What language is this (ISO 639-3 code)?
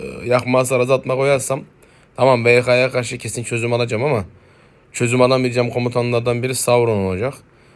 tur